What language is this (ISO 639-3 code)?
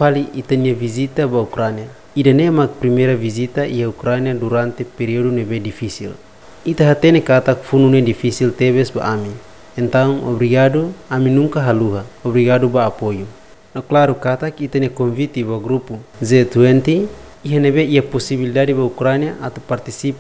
tet